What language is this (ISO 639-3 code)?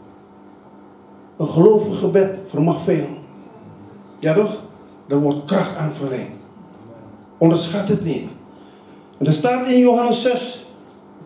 nld